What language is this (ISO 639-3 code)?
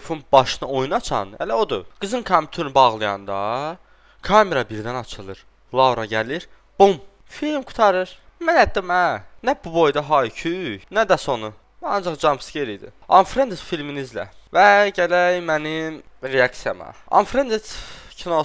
aze